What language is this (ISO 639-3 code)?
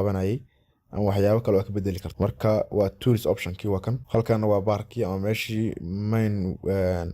som